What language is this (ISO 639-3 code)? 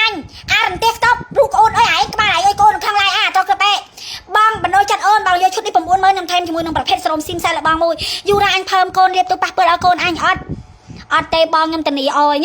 khm